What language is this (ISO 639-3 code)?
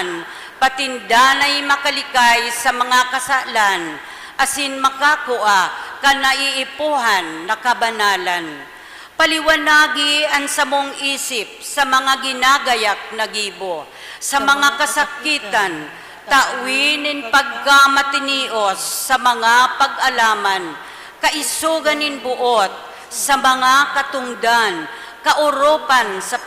bik